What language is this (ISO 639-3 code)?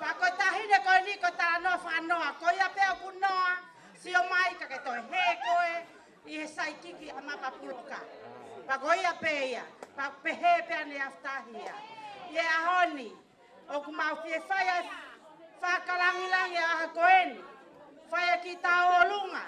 ton